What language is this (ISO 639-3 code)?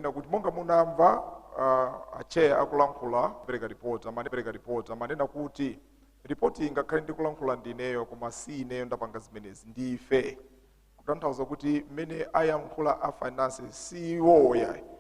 nya